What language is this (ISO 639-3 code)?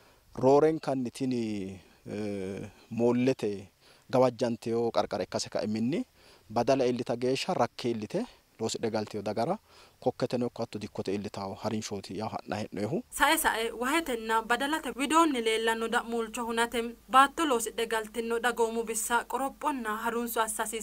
sid